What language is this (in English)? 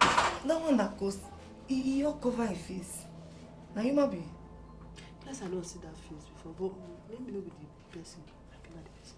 Nigerian Pidgin